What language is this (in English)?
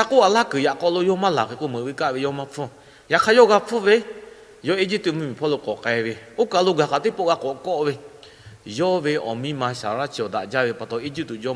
Lahu